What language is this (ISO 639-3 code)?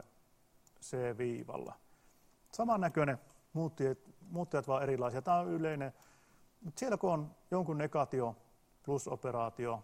fin